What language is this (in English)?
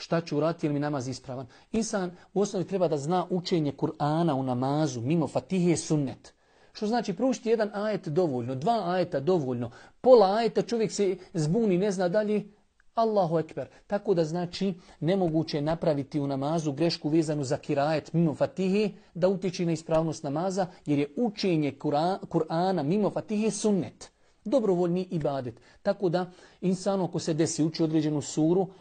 Bosnian